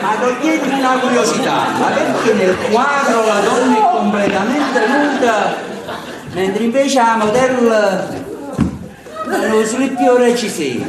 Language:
Neapolitan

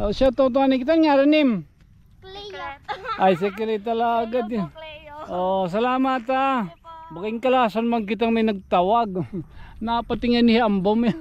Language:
Waray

